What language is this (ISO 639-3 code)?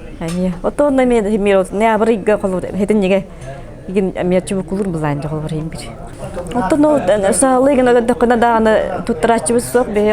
sah